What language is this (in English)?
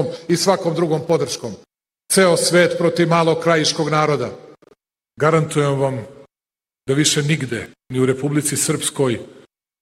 Bosnian